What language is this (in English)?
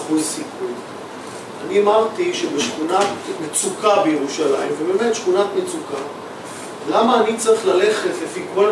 Hebrew